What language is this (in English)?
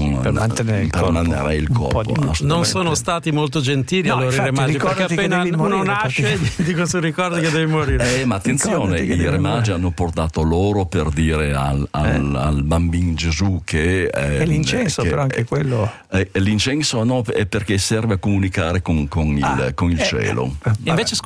Italian